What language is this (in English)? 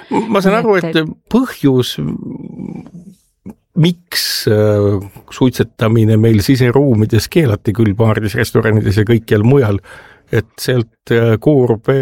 Estonian